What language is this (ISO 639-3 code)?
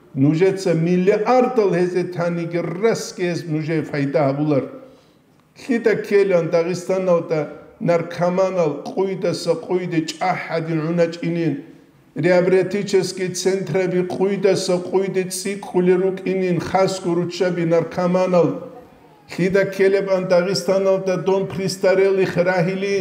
ava